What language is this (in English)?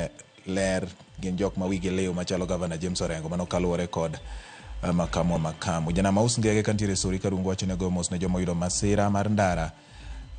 Luo (Kenya and Tanzania)